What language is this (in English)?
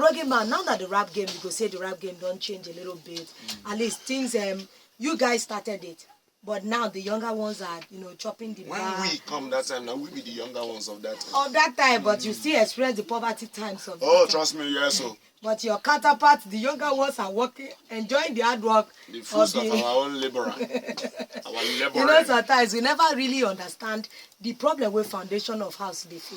Nigerian Pidgin